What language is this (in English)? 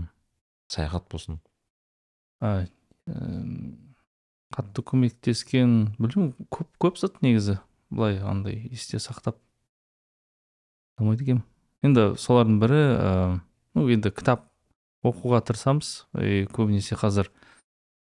Kazakh